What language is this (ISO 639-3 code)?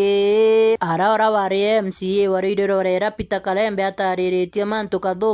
mer